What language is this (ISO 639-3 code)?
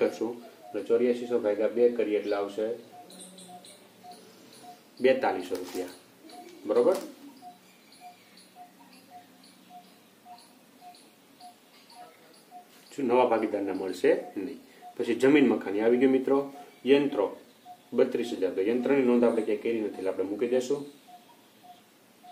guj